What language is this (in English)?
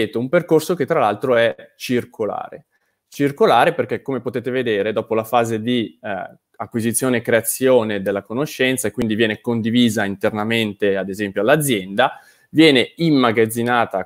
Italian